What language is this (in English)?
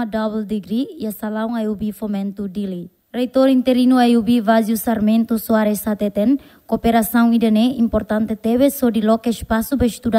Tetum